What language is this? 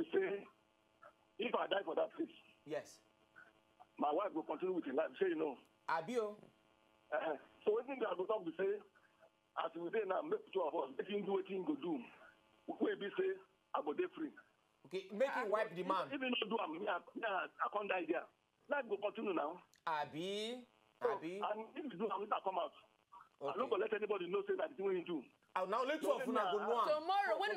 Nigerian Pidgin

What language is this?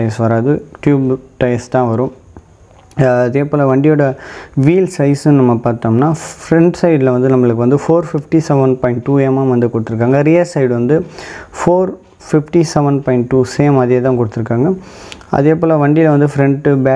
Tamil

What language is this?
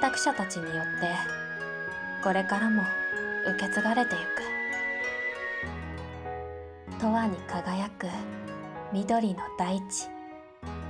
Japanese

